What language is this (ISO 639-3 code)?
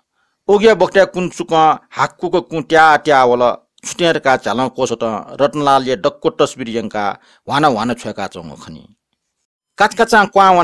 new